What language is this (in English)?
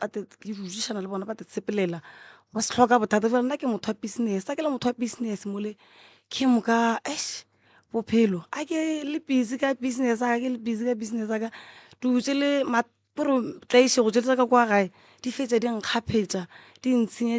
Northern Sotho